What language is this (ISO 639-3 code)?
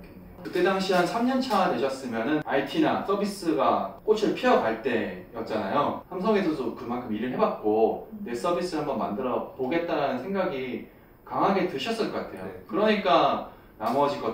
kor